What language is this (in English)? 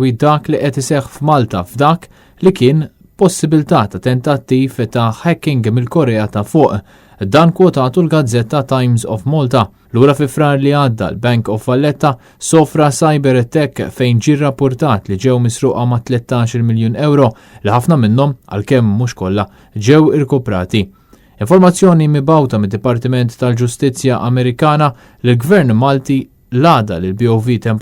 Maltese